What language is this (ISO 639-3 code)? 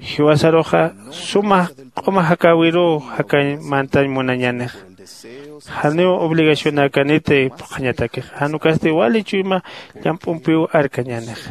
aym